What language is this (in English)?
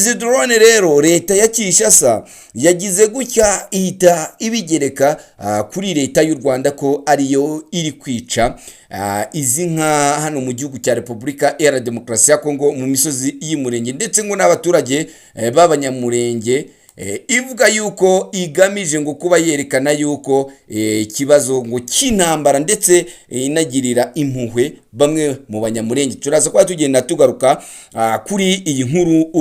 Kinyarwanda